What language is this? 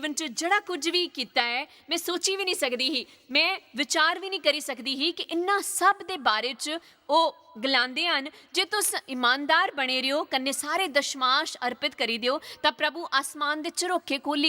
Dogri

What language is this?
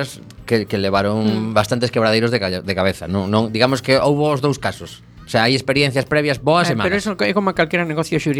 Galician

